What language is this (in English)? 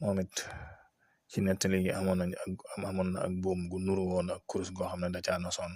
Wolof